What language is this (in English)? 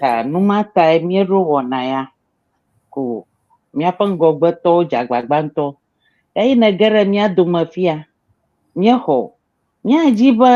Ewe